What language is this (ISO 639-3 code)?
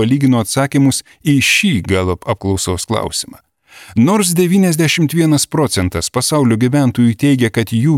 lit